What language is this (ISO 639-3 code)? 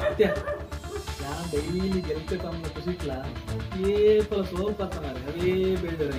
tcy